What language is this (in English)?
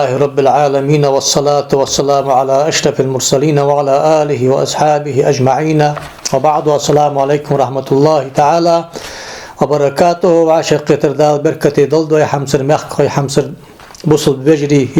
Ingush